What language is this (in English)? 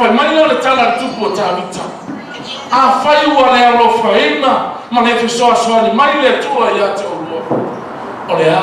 Samoan